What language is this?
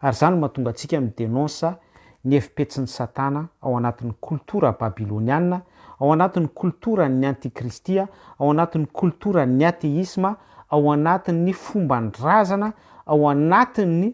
Malagasy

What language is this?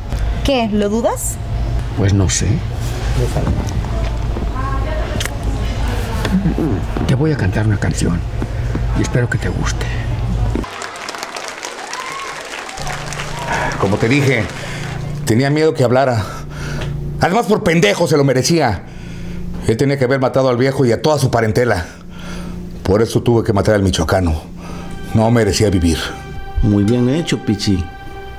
Spanish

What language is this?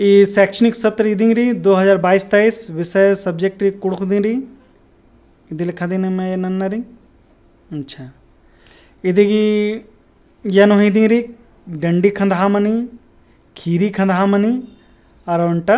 Kurukh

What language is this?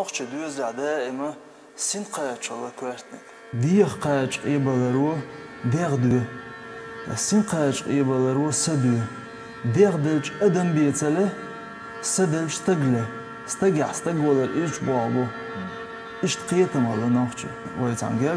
Chechen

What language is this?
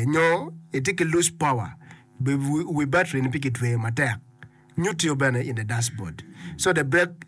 Acoli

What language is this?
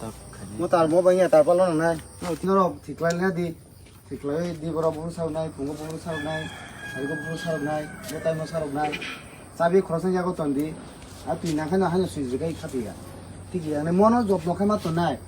Kok Borok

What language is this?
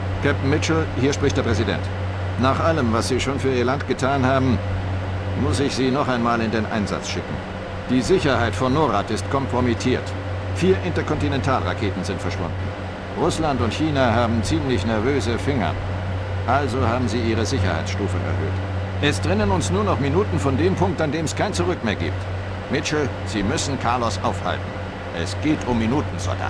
Bavarian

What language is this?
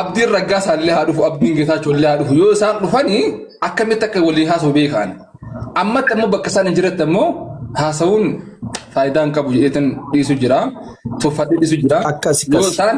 Oromo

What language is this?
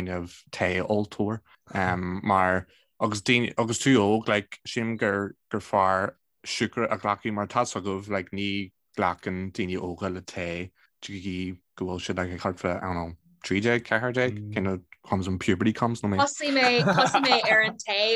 Irish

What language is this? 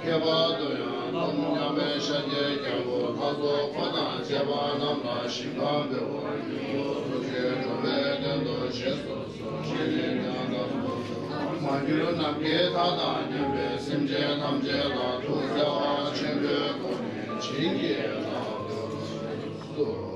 Tibetan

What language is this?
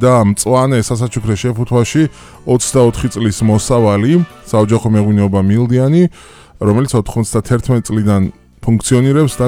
Georgian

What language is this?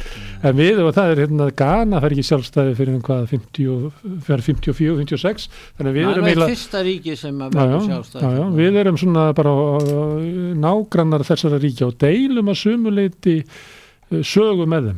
Icelandic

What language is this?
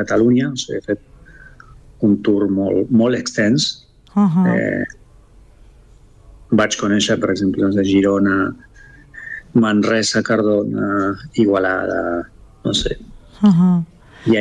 Catalan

